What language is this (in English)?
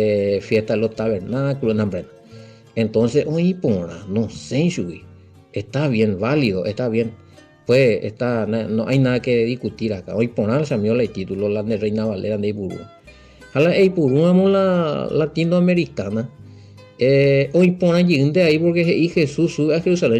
Guarani